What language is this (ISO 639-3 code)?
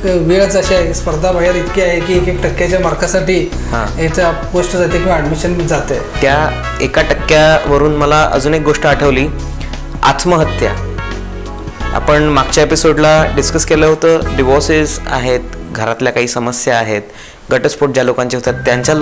mar